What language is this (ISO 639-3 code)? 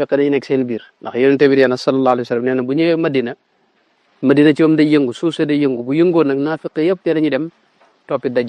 wol